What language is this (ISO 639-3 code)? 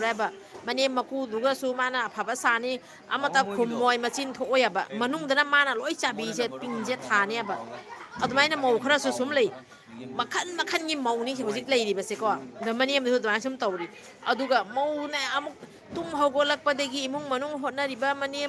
mni